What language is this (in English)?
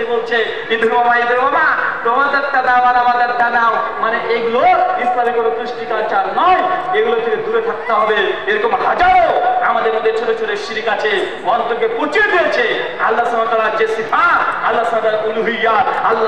Bangla